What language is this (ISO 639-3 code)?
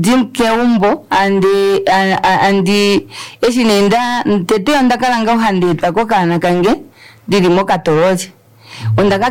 kua